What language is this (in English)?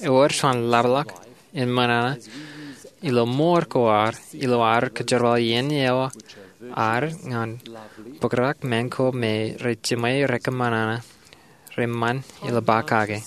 Marshallese